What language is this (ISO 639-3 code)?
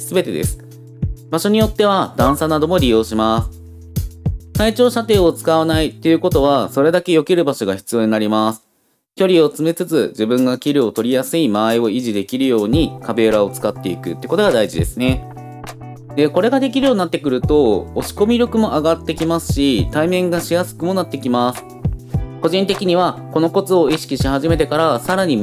jpn